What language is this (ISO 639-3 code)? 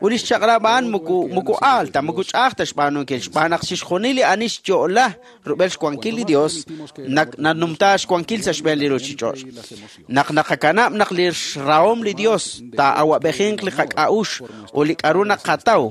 kek